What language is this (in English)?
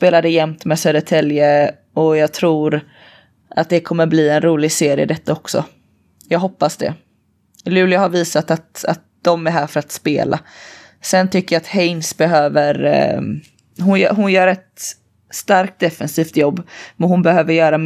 Swedish